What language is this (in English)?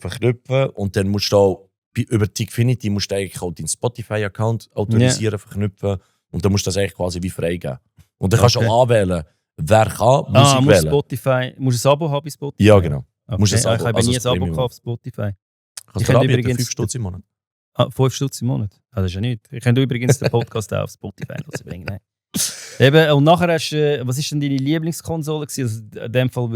Swiss German